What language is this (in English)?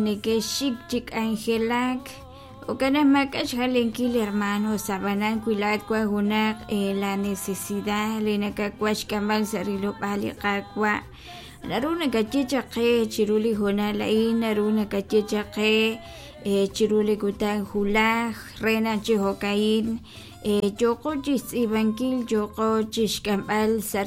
Kekchí